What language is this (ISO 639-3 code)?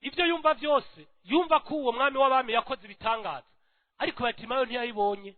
run